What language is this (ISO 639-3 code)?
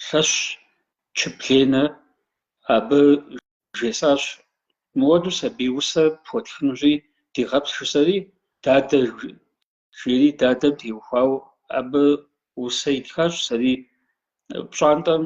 kbd